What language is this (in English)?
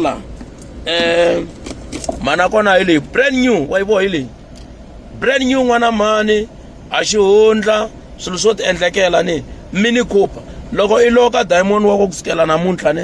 Tsonga